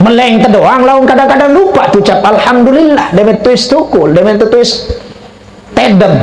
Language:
Sasak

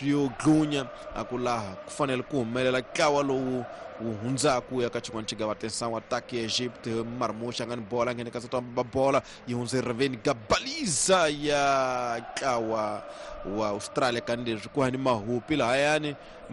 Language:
Tsonga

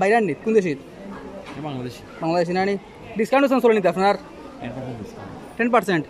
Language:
Sylheti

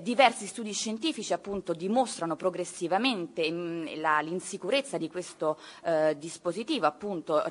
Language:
Italian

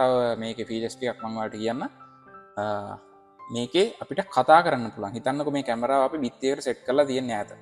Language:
Sinhala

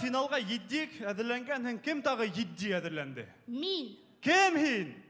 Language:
Bashkir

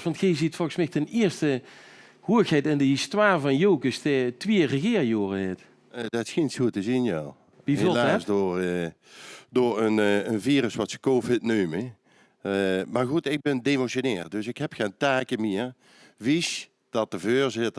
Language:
Limburgish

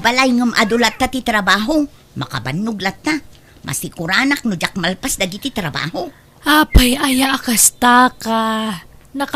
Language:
Iloko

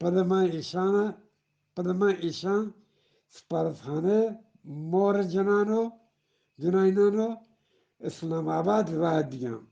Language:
Eastern Balochi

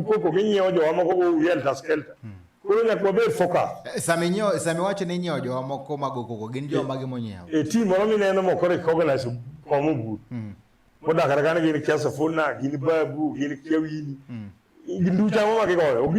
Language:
Luo (Kenya and Tanzania)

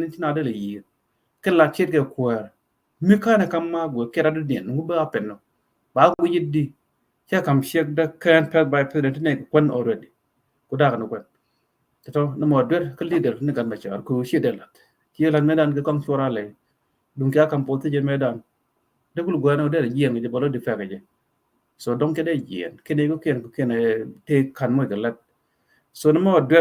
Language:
Nuer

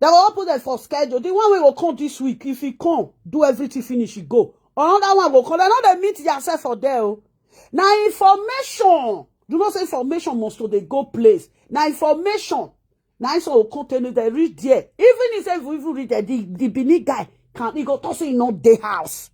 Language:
Nigerian Pidgin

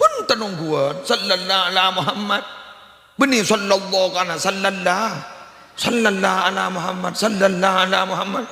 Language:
Madurese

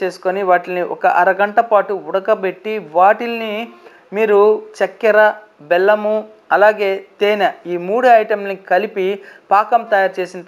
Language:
Telugu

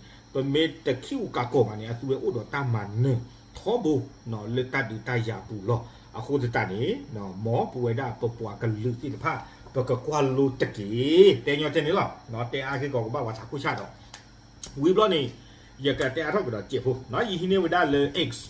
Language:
S'gaw Karen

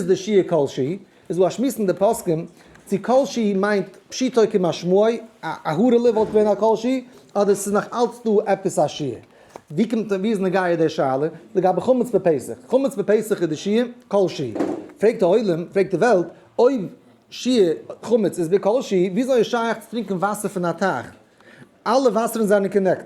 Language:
Yiddish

